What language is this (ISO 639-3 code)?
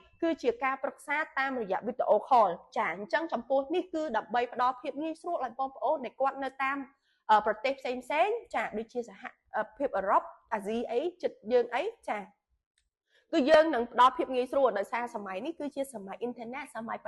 khm